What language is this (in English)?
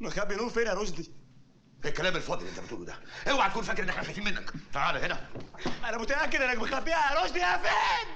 Egyptian Arabic